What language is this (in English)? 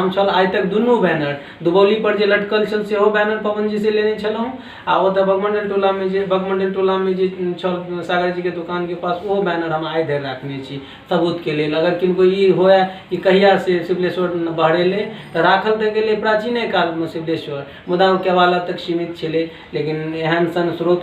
Maithili